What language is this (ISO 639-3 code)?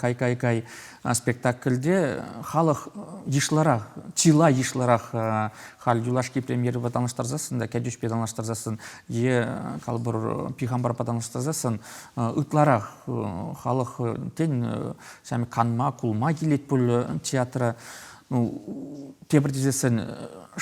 chv